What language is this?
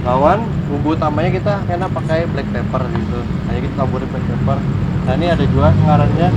Banjar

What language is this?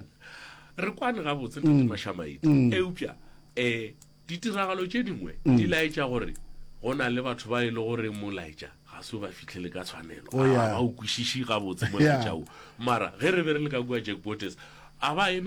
Northern Sotho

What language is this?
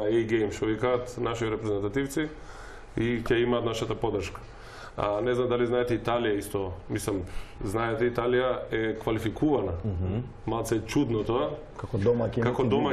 Macedonian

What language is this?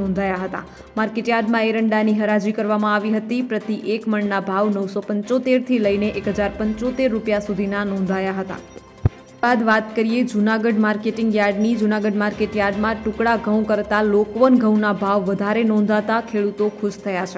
Gujarati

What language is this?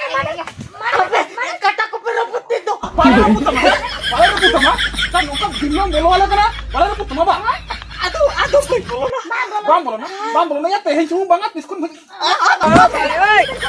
Santali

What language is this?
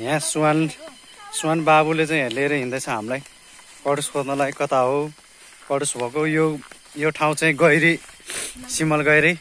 Nepali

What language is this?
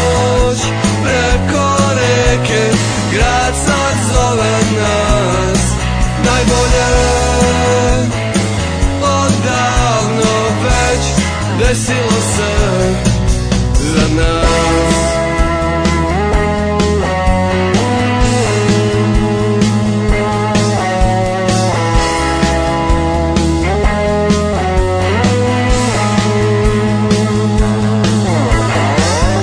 Serbian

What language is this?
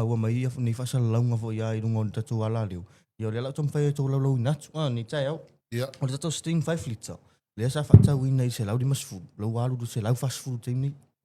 Samoan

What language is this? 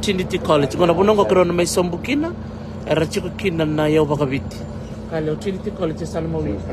Fijian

